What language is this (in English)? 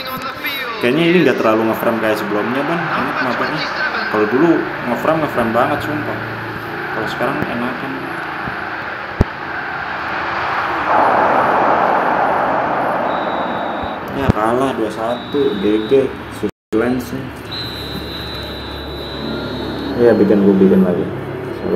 Indonesian